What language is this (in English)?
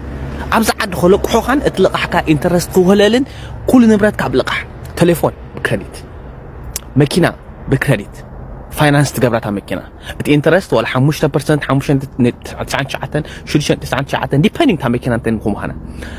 Tigrinya